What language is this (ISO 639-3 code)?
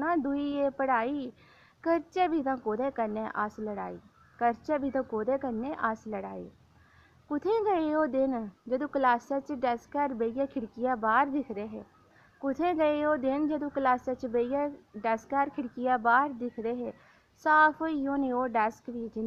doi